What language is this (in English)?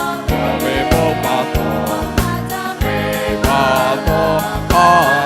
Lahu